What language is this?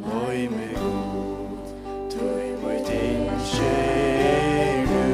Faroese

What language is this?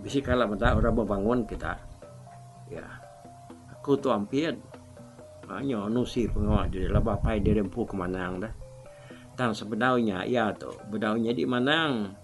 Iban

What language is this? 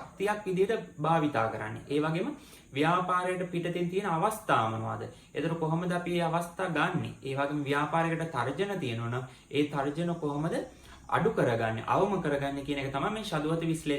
Sinhala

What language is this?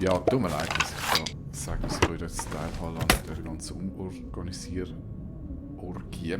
Swiss German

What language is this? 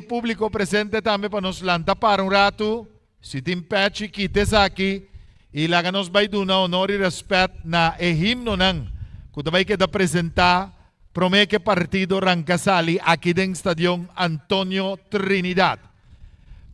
Papiamento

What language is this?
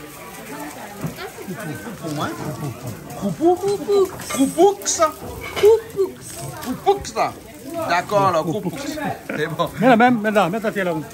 Réunion Creole French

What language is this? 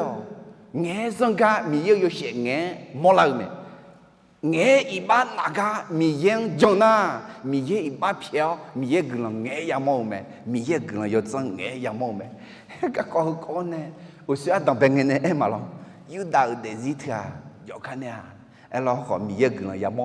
Akha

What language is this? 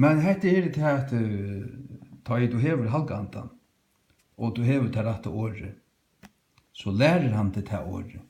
Faroese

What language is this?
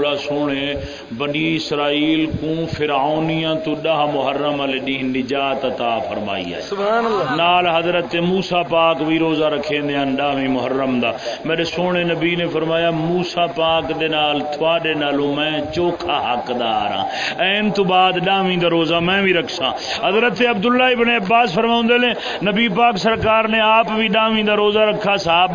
Saraiki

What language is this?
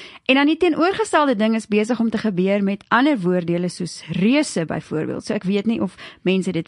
Afrikaans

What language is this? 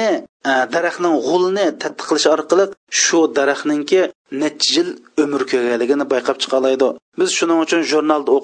Uyghur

